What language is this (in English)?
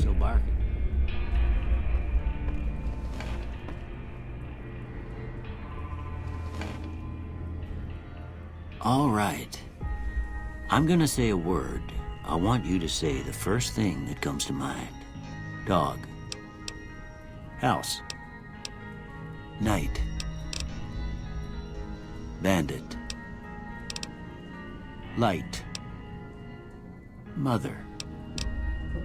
English